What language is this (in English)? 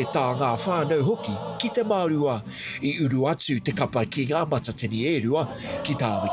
Māori